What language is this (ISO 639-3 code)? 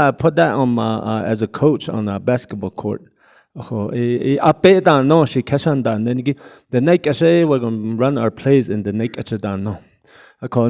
nav